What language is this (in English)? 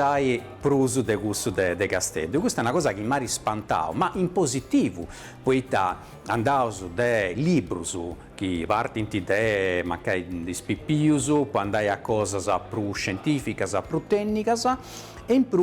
Sardinian